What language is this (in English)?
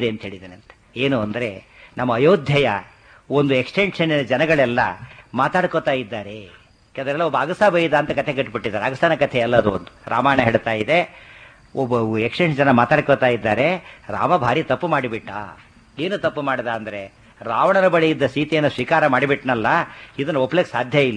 Kannada